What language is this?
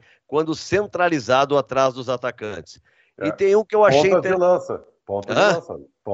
Portuguese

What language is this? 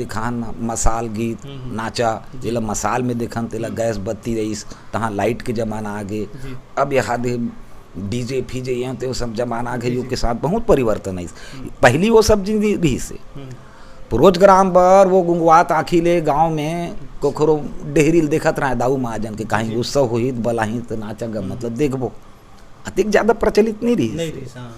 Chhattisgarhi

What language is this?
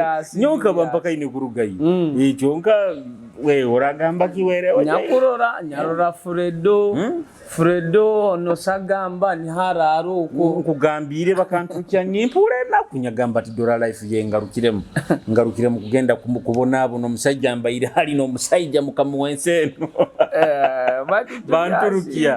Nyoro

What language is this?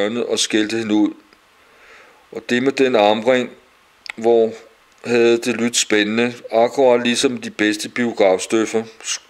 Danish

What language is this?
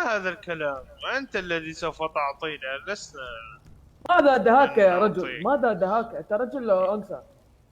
Mesopotamian Arabic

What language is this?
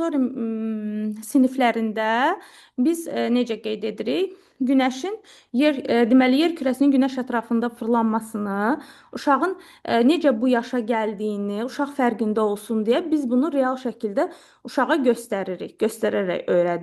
Azerbaijani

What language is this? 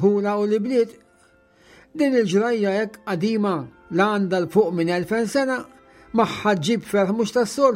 Maltese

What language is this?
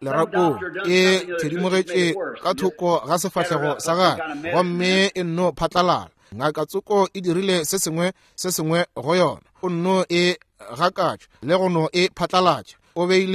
Northern Sotho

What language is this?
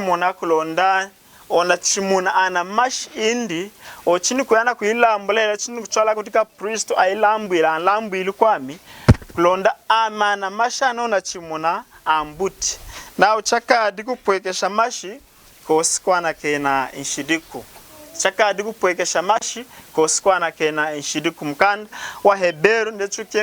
Lunda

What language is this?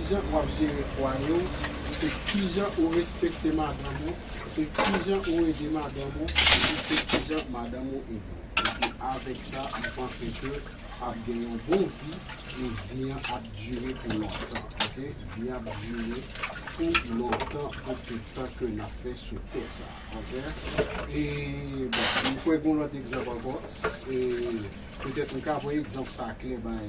Haitian Creole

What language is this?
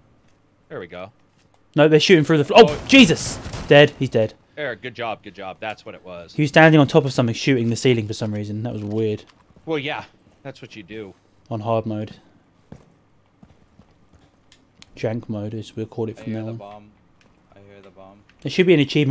English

